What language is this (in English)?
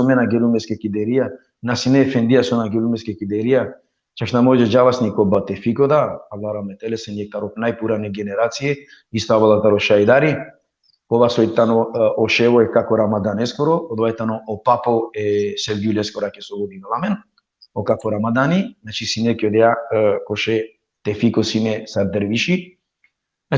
Balkan Romani